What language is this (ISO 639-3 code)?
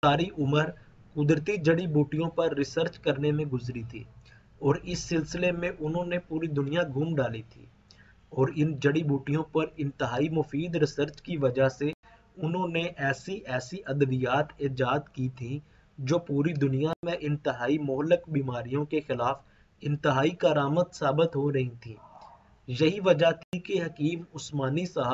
urd